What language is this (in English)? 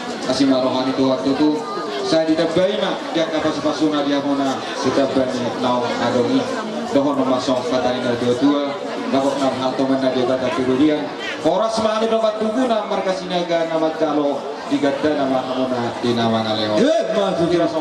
Batak Toba